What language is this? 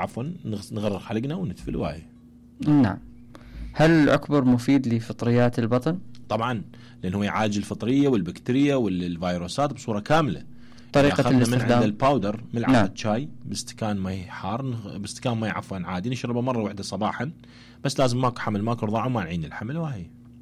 Mesopotamian Arabic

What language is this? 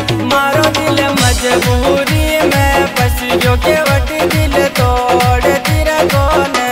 Hindi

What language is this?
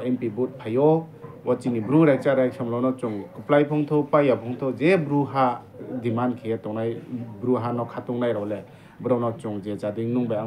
Riang (India)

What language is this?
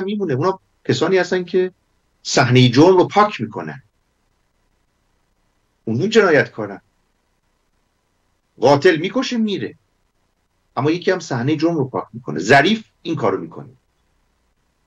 Persian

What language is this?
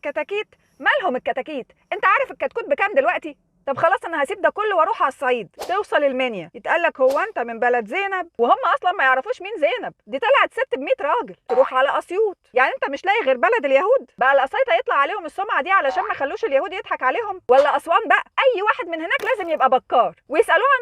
Egyptian Arabic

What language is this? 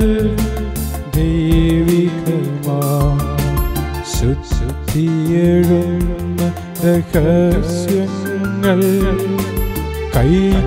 Malayalam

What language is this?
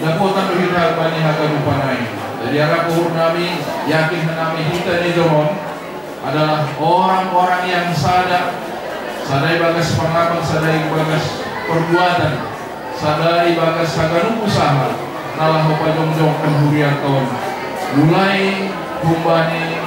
Batak Simalungun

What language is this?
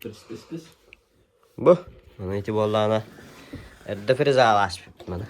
Yakut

